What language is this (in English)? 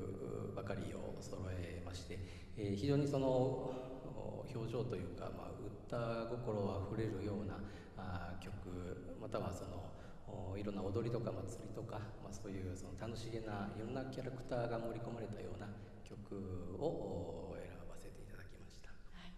Japanese